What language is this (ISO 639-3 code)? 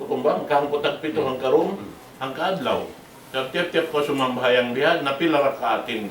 tsg